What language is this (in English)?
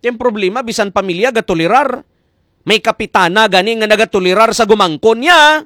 Hiligaynon